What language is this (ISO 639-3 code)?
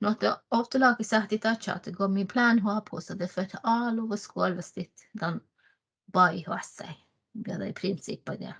sme